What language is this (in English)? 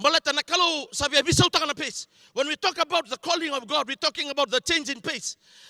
Fijian